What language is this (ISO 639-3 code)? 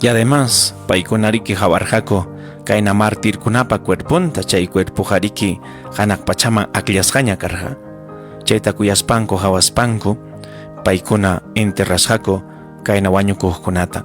quy